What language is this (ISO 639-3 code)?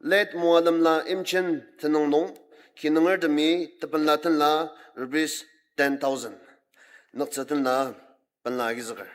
njo